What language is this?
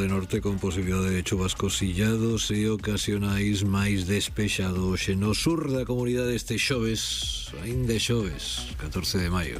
Galician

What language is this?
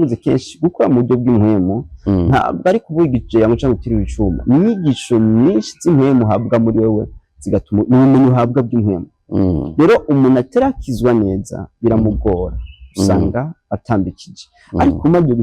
Rundi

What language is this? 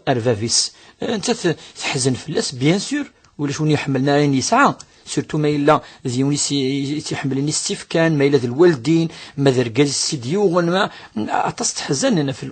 Kabyle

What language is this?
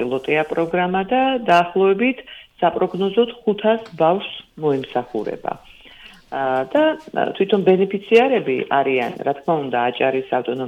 Georgian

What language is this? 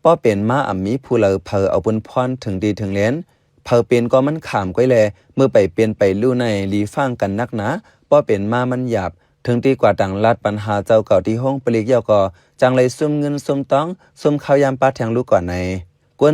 Shan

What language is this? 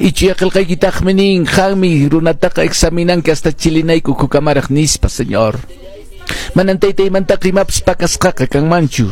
Quechua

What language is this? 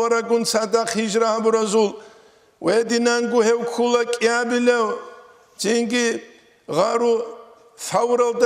Avaric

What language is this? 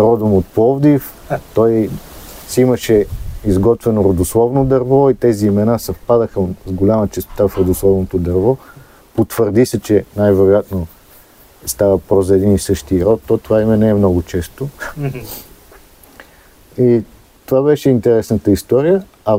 Bulgarian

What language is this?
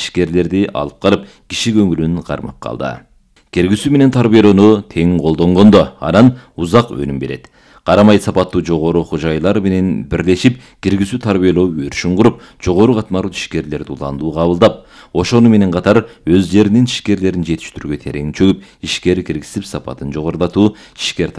Kyrgyz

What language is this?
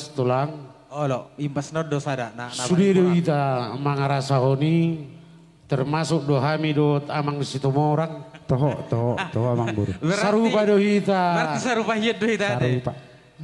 Batak Toba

